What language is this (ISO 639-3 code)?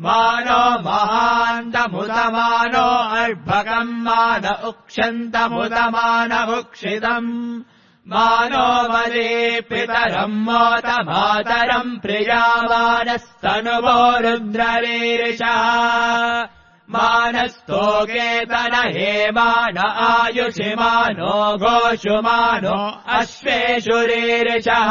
san